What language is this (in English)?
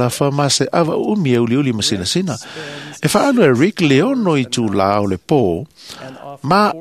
Samoan